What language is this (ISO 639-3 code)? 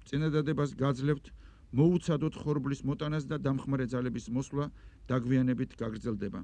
kat